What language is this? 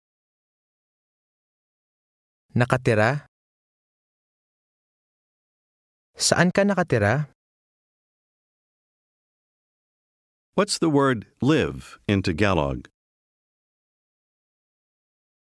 Filipino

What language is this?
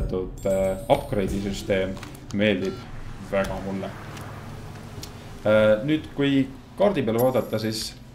Estonian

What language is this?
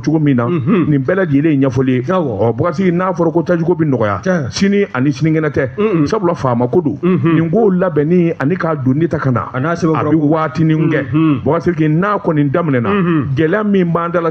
Bambara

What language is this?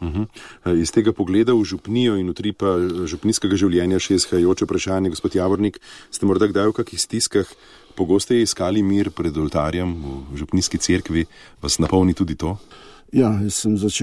Slovenian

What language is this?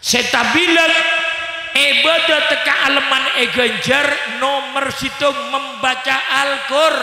Madurese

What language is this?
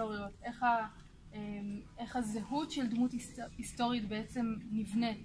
Hebrew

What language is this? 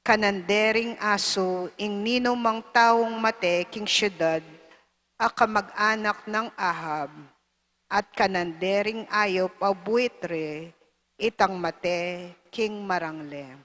Pampanga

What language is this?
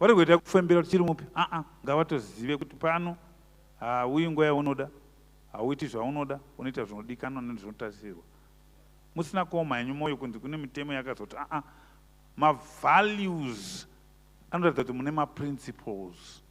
Shona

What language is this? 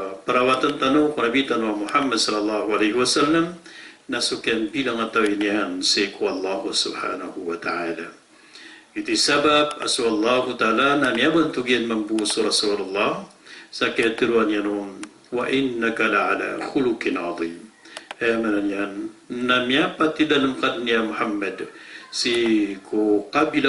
Maranao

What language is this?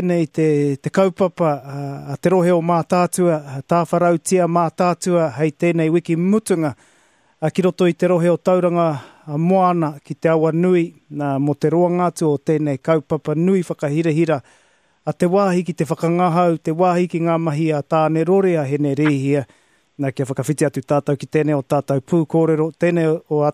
Māori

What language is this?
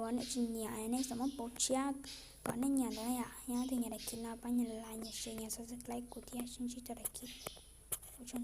Hmong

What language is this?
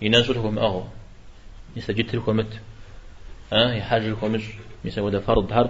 Kabardian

